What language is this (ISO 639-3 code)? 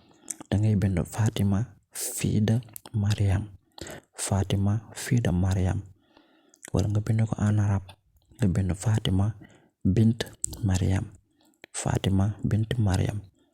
wol